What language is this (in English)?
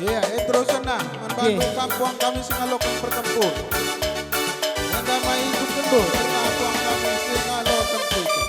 Batak Karo